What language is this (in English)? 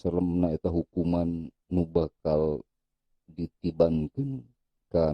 Sundanese